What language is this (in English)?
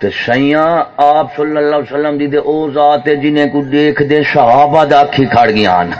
Saraiki